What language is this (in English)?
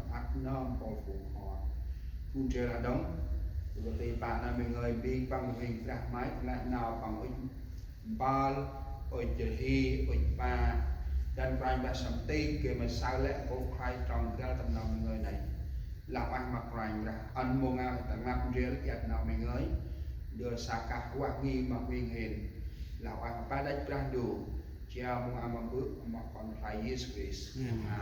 Central Mnong